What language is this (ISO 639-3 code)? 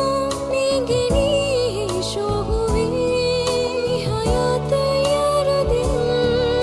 div